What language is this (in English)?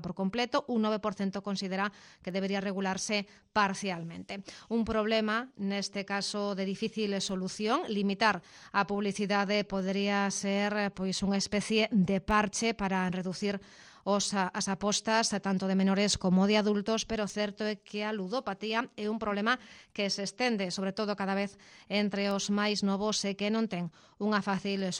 Galician